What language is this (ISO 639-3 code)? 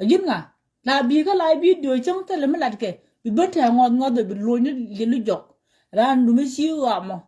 nus